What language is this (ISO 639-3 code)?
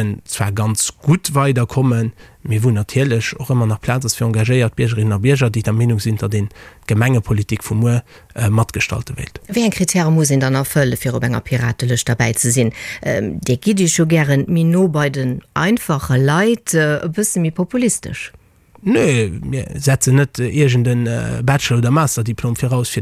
ltz